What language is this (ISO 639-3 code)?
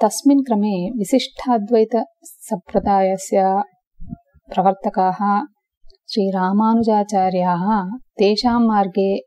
san